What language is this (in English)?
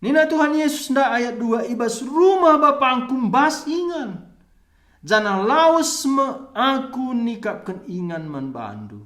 Batak Karo